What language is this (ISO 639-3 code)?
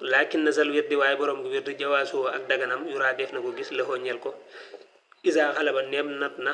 wol